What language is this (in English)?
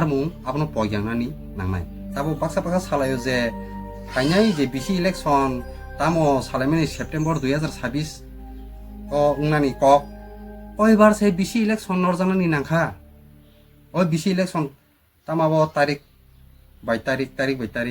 Kok Borok